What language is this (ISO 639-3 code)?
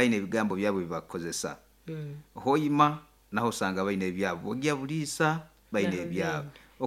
nyo